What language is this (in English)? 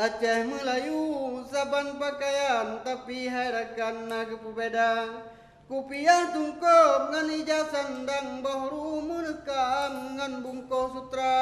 Achinese